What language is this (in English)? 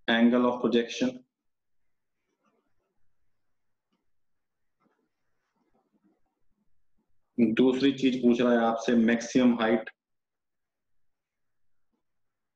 Hindi